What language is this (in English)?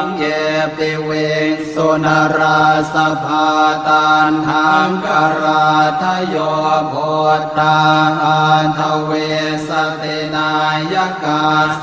Pali